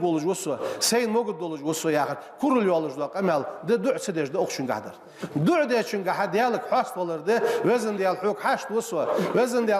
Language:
Ingush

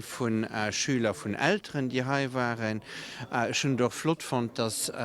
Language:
Luxembourgish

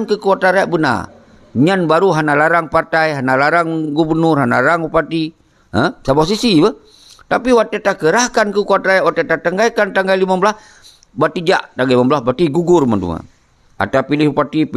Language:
Achinese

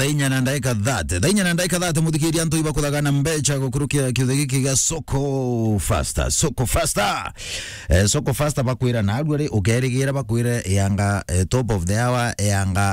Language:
Meru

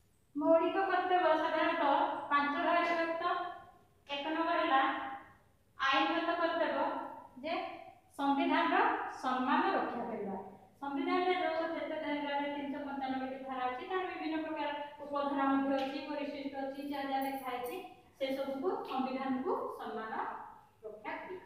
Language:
Odia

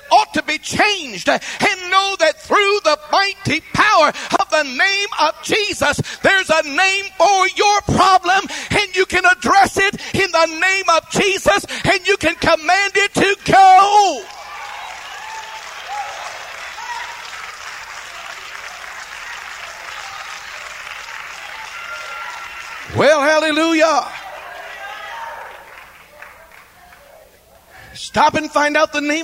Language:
English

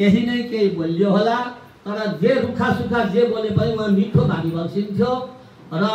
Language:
Nepali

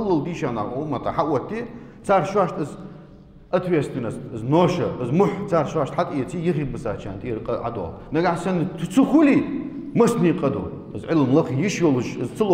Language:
Ingush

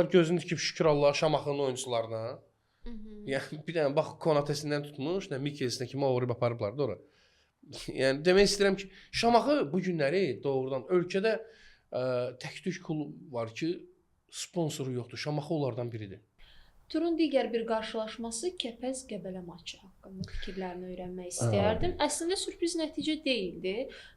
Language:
Azerbaijani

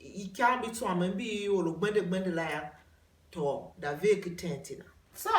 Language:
Tiv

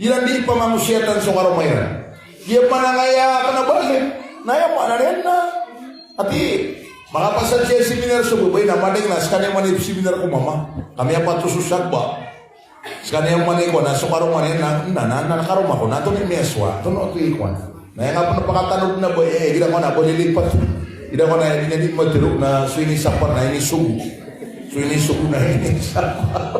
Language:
Maranao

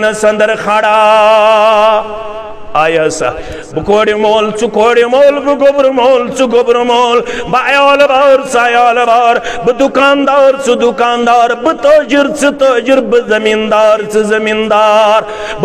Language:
Kashmiri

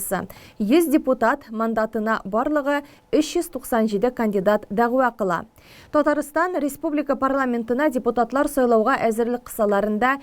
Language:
Tatar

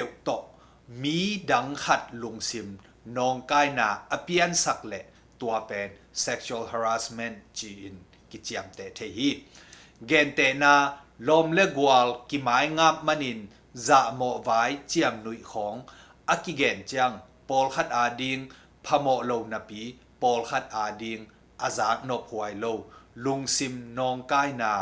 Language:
Tedim Chin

